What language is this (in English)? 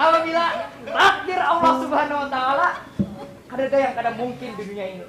Banjar